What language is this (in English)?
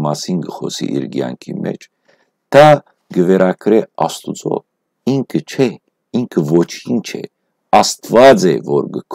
Western Armenian